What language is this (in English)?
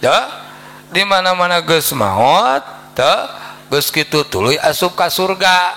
Sundanese